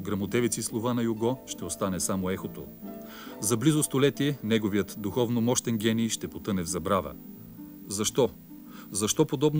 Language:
Bulgarian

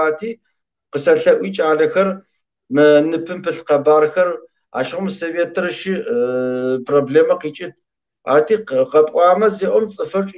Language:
Kabardian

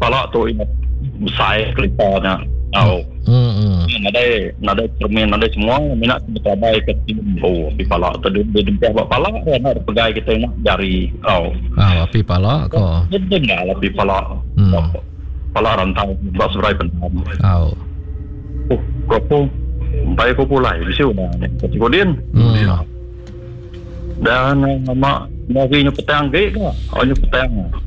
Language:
Iban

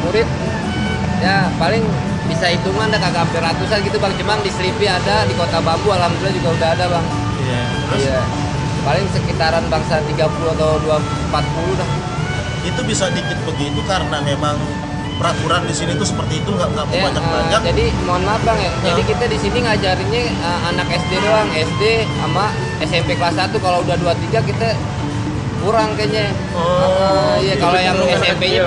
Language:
Betawi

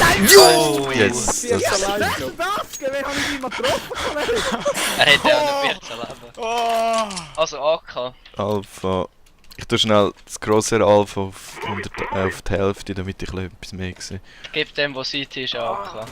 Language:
Swiss German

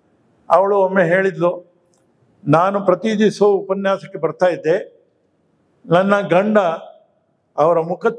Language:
Kannada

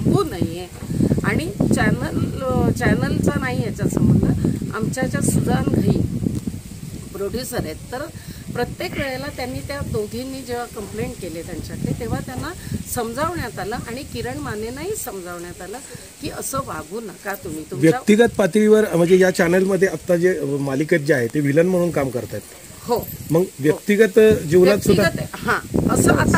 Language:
Marathi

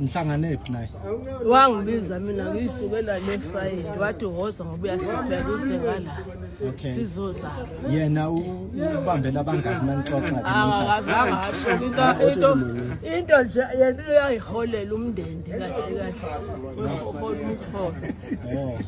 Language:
Zulu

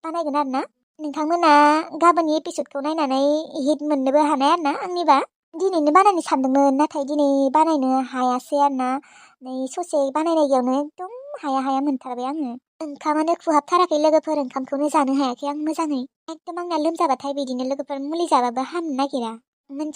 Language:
Bodo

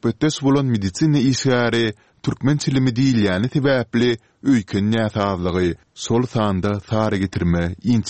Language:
Turkmen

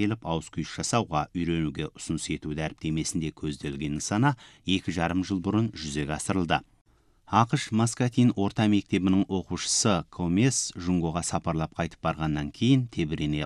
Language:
Kazakh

